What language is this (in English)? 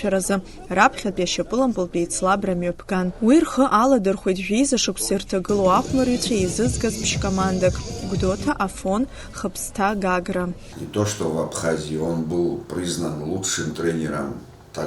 Abkhazian